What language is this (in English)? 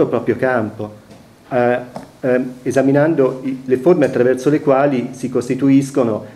Italian